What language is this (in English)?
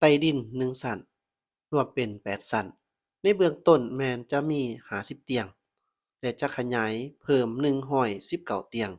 Lao